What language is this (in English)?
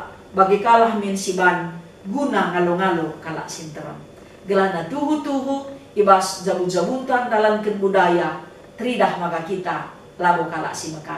Batak Karo